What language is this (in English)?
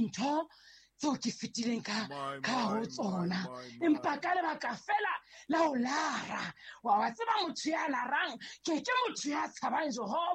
Southern Sotho